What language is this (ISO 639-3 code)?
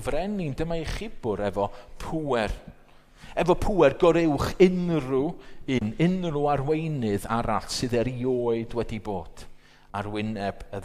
cym